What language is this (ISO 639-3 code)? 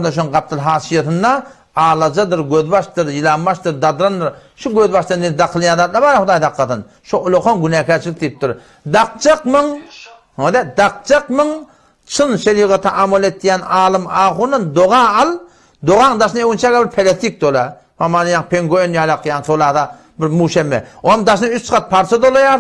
tuk